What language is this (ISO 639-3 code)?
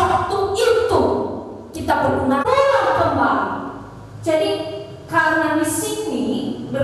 nia